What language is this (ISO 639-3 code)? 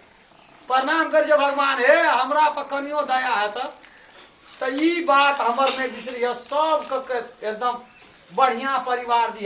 mai